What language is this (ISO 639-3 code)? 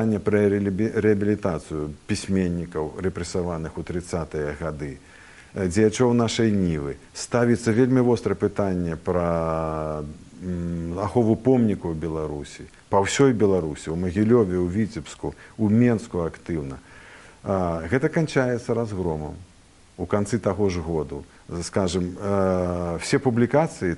bel